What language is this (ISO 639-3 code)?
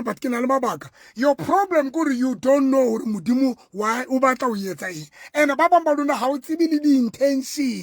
sot